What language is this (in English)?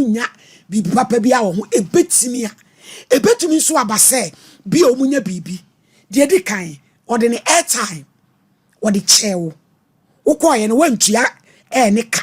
Akan